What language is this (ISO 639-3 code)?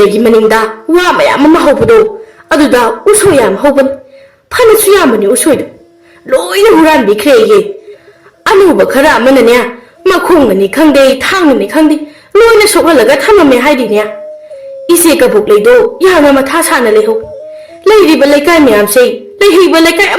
mni